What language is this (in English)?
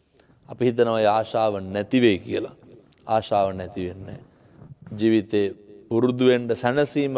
Sinhala